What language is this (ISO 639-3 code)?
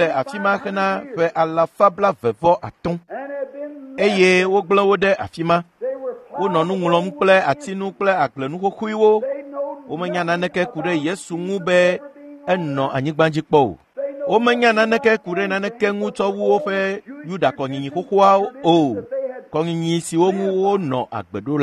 ewe